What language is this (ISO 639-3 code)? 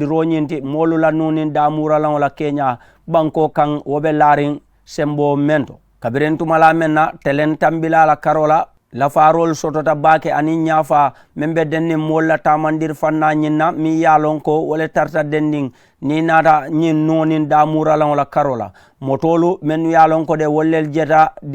man